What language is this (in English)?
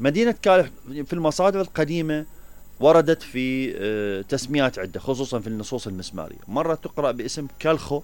Mesopotamian Arabic